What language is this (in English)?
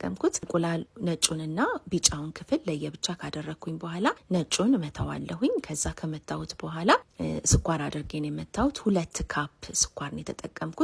Amharic